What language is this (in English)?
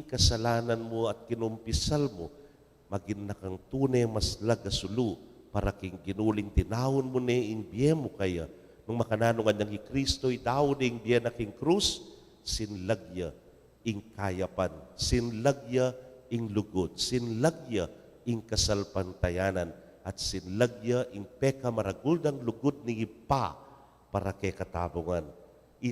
Pampanga